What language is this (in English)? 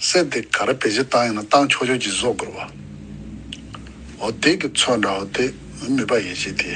Tibetan